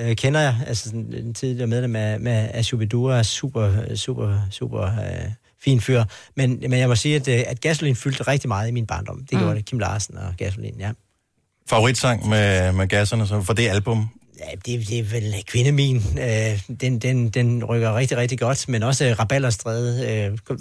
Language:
Danish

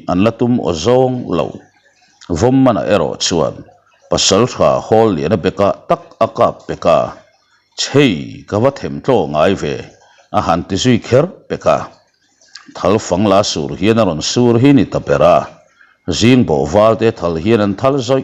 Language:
Mizo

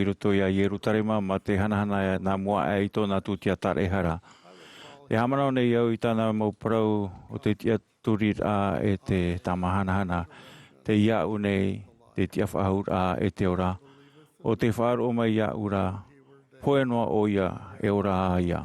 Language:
Tahitian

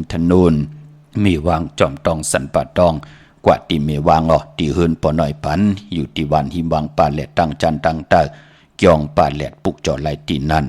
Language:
Shan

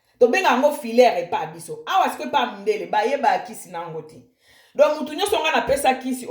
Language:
Lingala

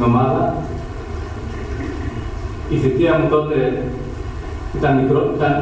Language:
Greek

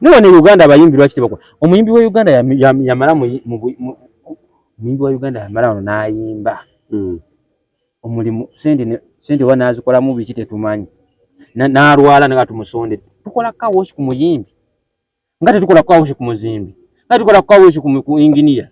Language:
Ganda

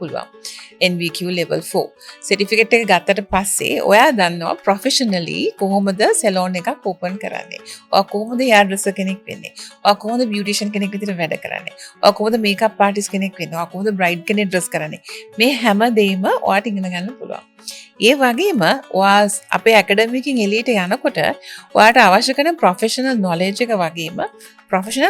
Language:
Sinhala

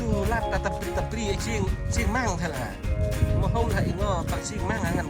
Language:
Central Mnong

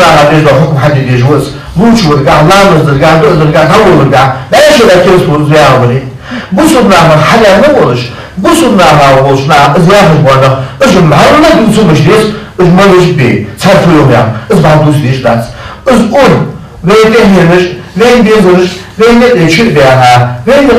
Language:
Ingush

